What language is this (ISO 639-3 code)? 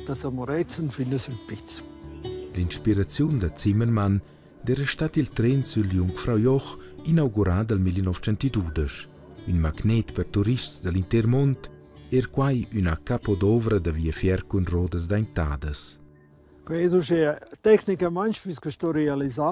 roh